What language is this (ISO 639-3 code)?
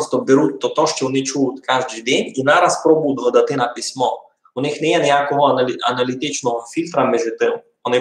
rue